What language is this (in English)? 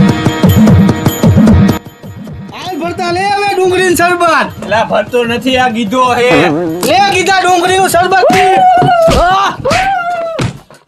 Gujarati